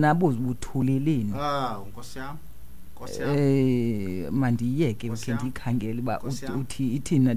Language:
Xhosa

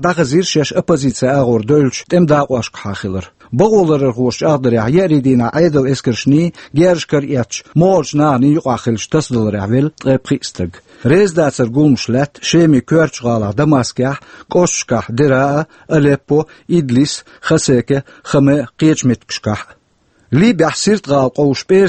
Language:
Chechen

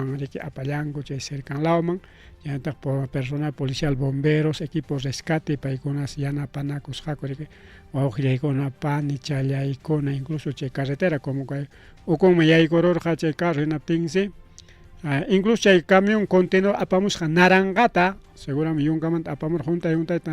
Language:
Ayacucho Quechua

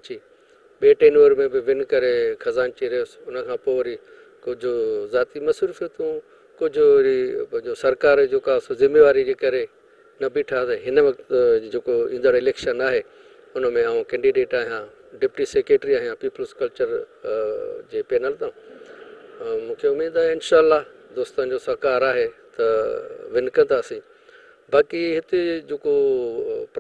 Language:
Sindhi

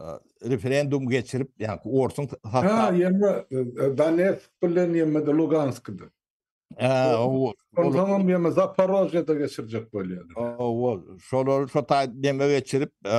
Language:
Turkmen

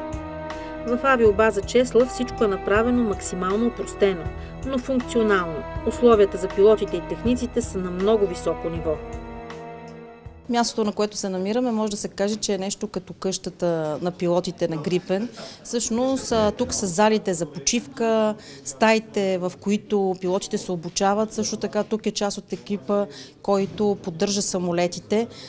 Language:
Bulgarian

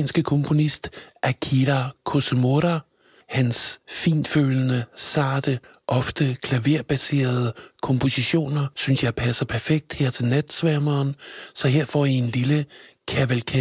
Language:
Danish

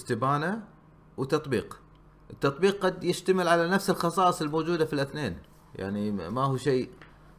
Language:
Gulf Arabic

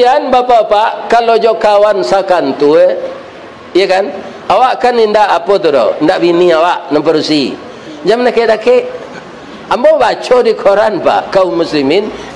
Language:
Minangkabau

